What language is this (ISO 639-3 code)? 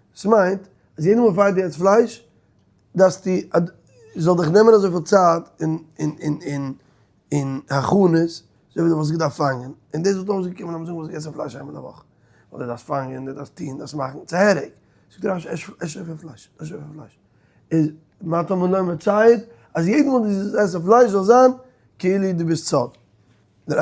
yid